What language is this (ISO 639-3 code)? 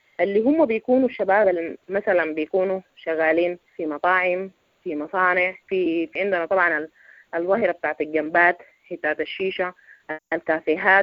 apd